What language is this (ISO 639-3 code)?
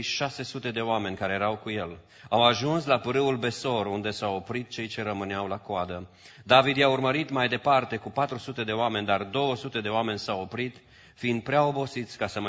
ron